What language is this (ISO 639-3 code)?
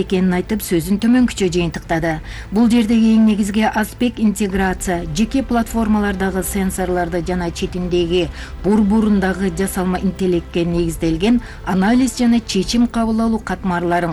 kir